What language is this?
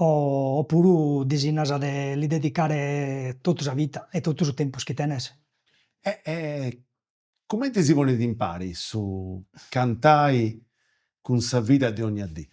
Sardinian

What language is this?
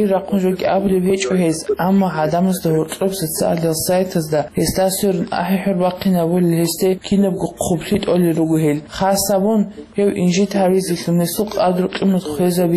Avaric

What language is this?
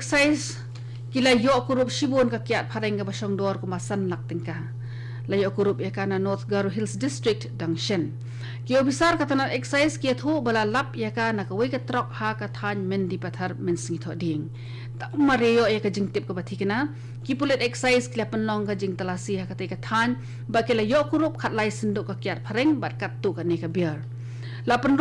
Khasi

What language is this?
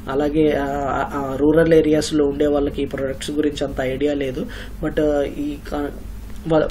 Telugu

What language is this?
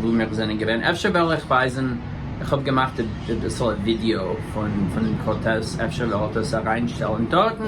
Yiddish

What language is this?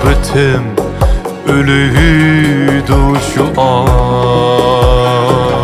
Uyghur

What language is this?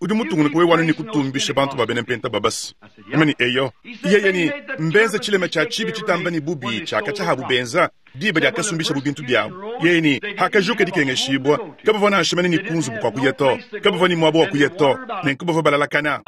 Luba-Lulua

